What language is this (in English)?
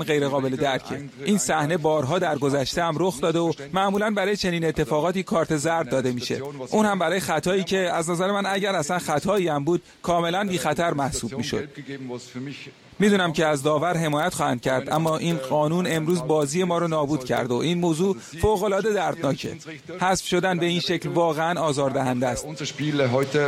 Persian